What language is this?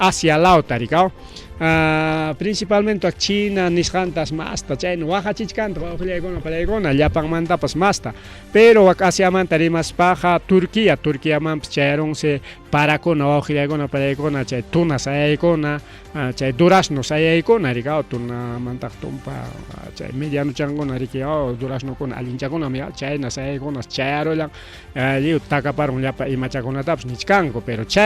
Ayacucho Quechua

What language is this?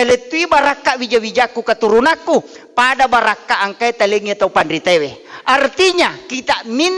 Buginese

